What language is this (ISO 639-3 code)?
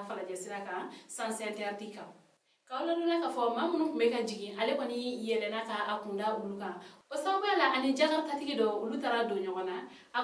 bam